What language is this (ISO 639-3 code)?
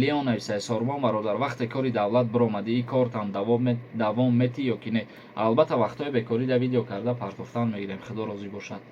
tgk